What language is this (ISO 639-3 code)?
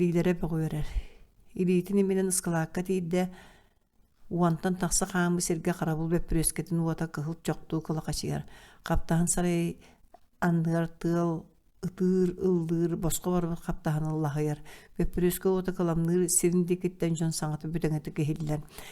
sah